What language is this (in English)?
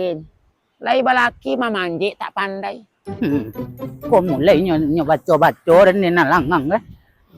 Minangkabau